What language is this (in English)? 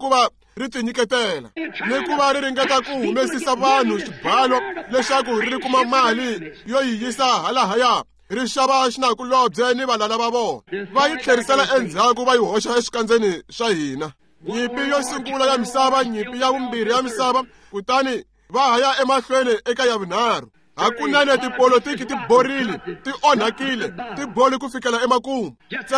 Tsonga